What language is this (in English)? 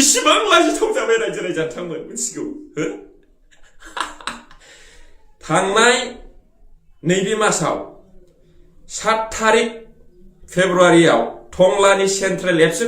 Bodo